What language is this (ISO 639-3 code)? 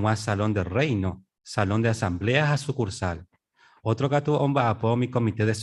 grn